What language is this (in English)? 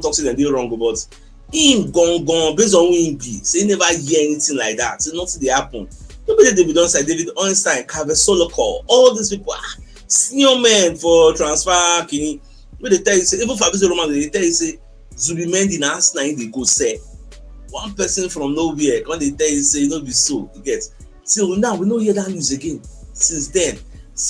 Nigerian Pidgin